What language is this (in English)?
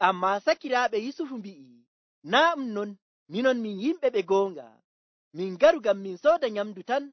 Nigerian Fulfulde